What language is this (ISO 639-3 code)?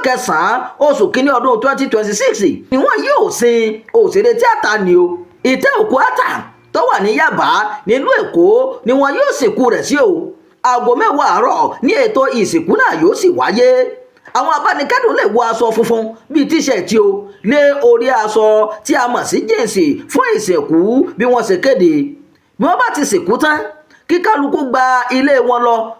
yor